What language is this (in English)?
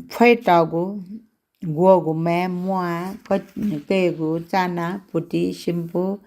Newari